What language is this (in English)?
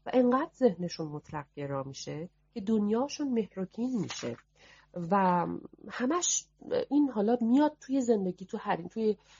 Persian